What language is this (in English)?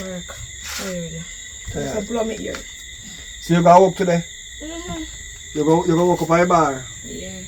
Jamaican Creole English